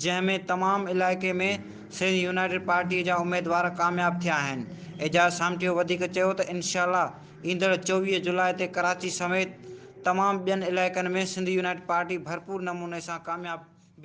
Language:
Sindhi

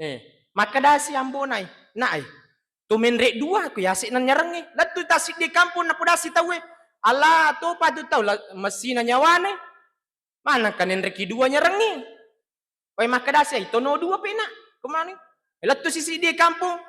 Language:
Buginese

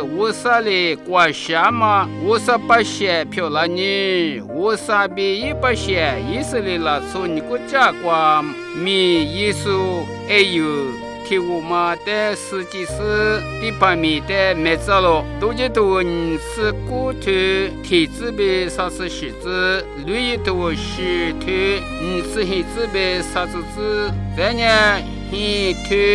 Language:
Lisu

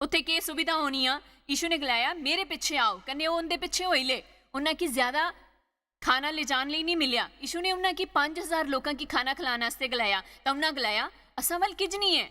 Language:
Dogri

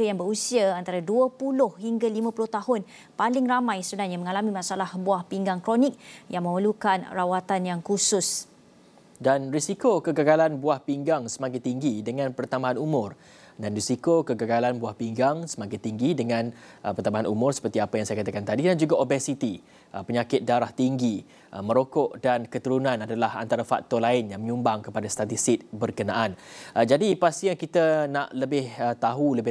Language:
Malay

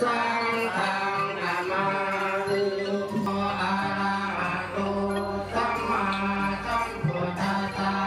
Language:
Lao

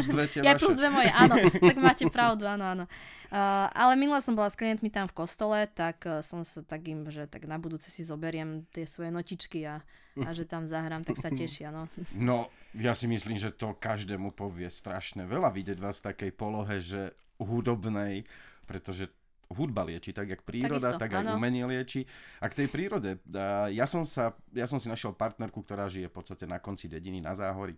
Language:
Slovak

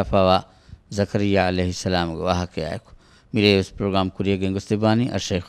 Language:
Divehi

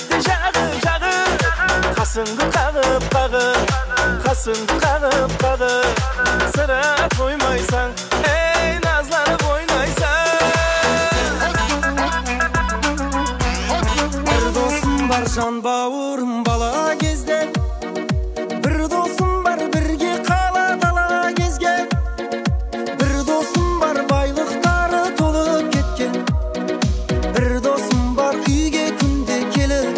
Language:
Kazakh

